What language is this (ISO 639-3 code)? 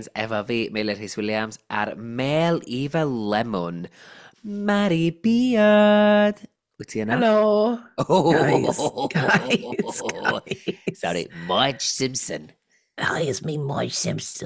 cym